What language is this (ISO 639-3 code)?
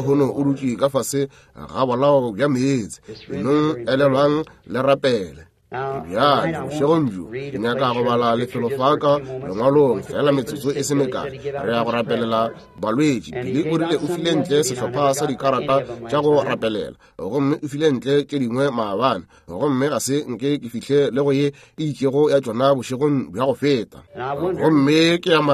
nso